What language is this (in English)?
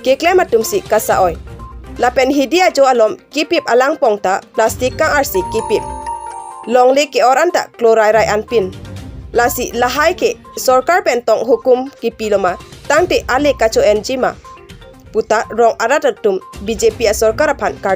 Karbi